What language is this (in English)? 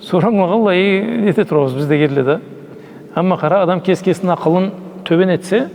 Karachay-Balkar